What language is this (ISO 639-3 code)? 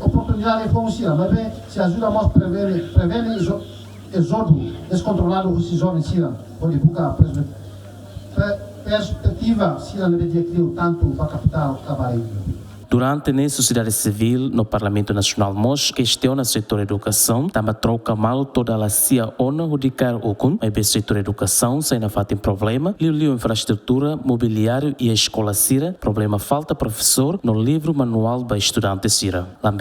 tet